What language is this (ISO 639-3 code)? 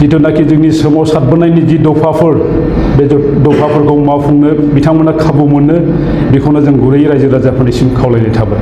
brx